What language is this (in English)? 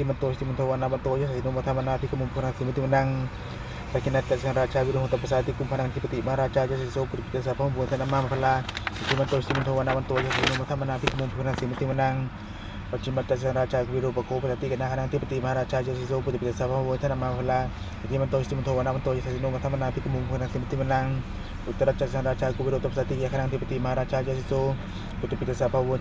Pali